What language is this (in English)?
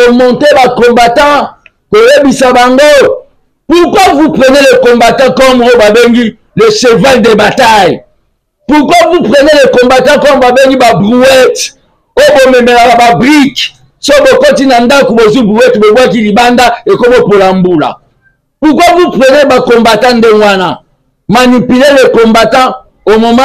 Lingala